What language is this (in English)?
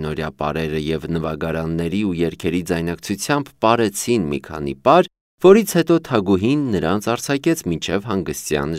Armenian